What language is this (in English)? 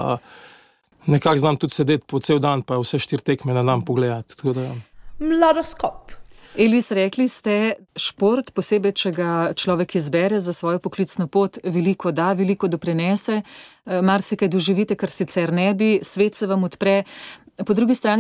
Slovenian